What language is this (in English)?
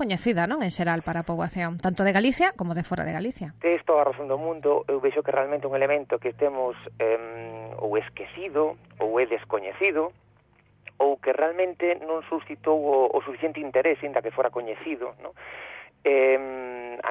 Galician